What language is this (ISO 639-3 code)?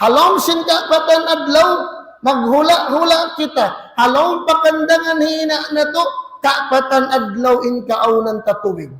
tsg